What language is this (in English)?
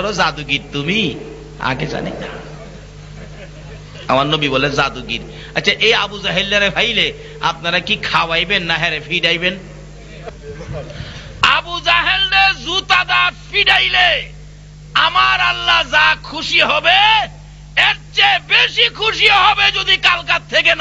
Bangla